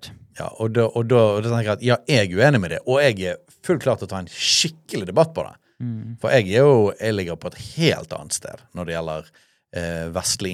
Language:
Norwegian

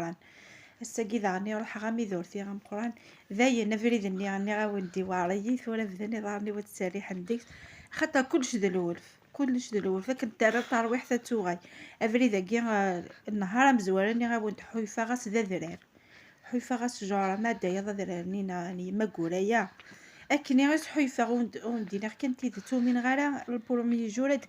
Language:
Kabyle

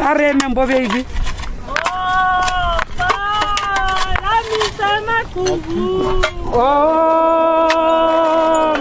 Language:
Tswana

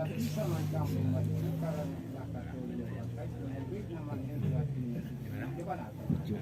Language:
Minangkabau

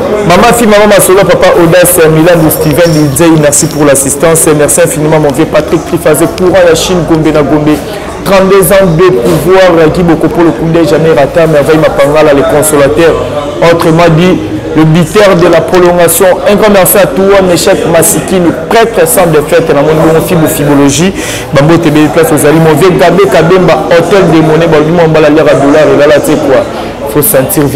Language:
Lingala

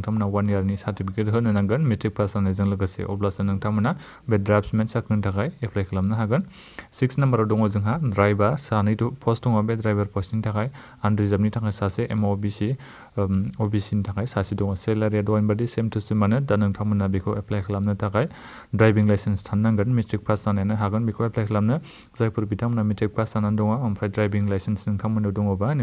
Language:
Bodo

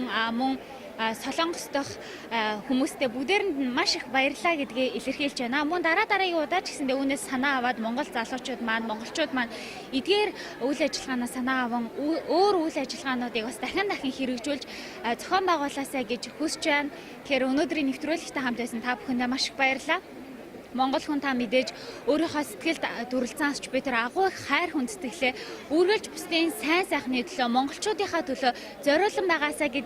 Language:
Mongolian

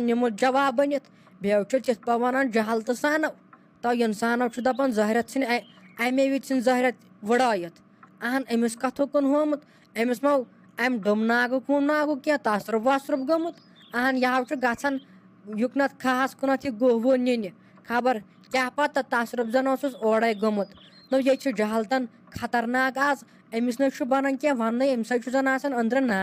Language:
Kashmiri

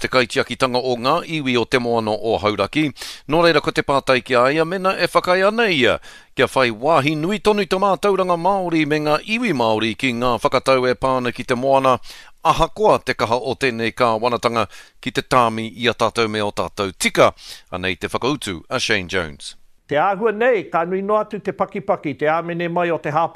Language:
Māori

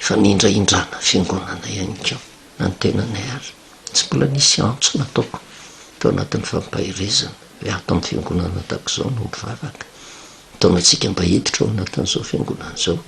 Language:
Malagasy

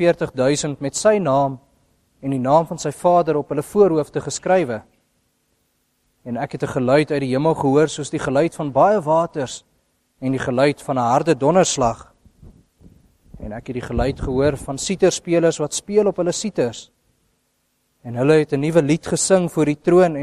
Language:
Afrikaans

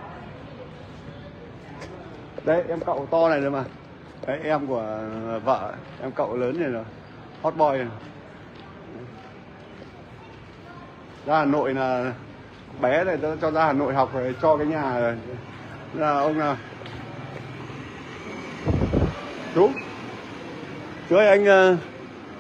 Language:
Vietnamese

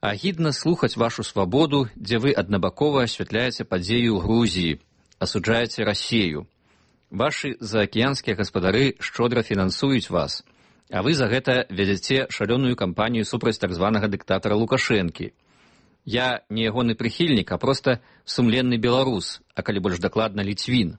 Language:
Belarusian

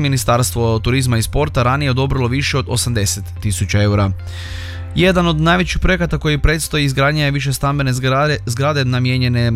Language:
Croatian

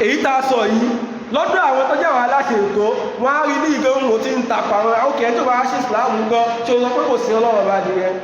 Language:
Yoruba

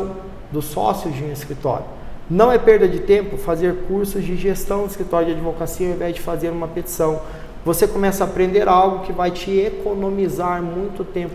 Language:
Portuguese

